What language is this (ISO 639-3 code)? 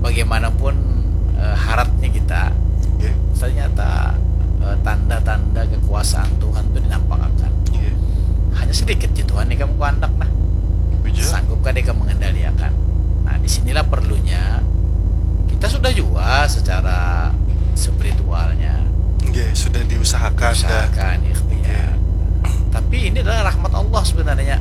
bjn